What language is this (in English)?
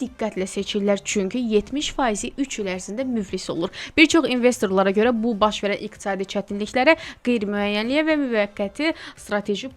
Azerbaijani